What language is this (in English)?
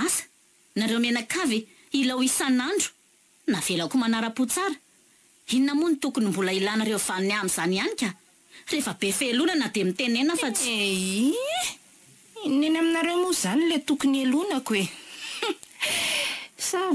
Malagasy